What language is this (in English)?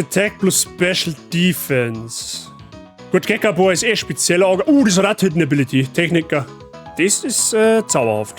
Bavarian